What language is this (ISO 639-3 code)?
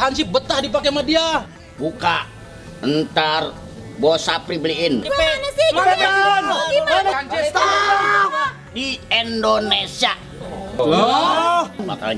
bew